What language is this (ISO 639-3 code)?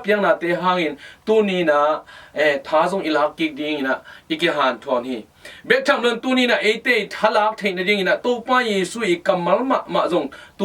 ctd